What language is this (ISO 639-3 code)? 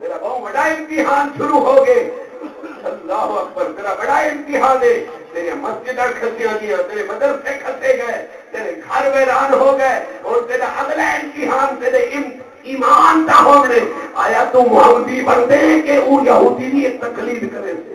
skr